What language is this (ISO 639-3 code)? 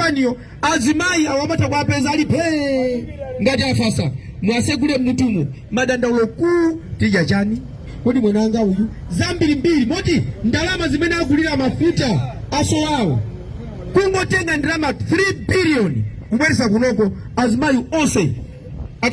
nya